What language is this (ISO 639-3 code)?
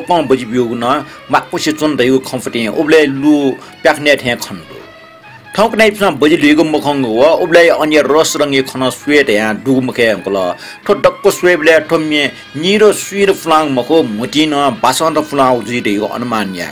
new